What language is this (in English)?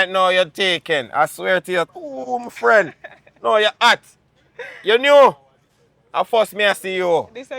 Jamaican Creole English